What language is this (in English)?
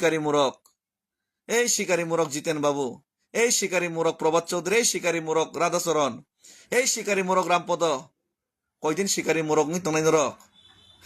Kok Borok